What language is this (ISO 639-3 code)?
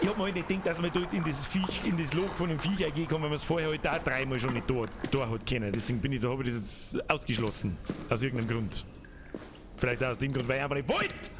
bar